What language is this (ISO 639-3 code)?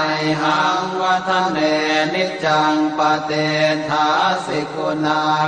pli